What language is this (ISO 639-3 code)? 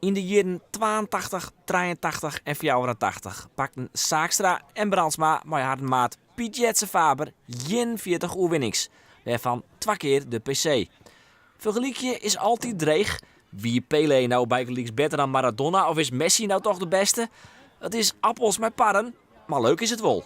fry